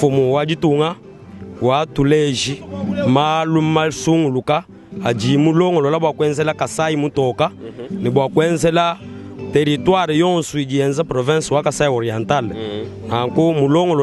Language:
Luba-Lulua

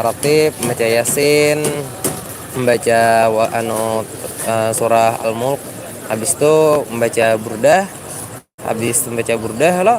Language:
Banjar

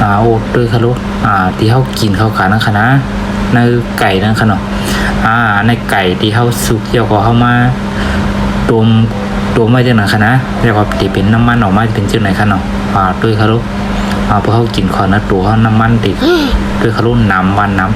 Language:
Shan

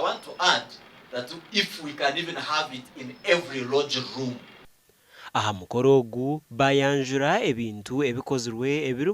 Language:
Nyankole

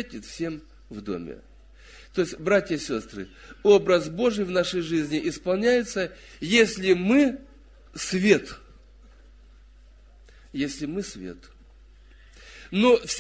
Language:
Russian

